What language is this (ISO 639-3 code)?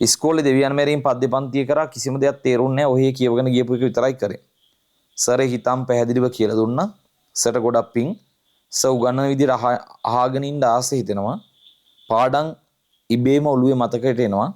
sin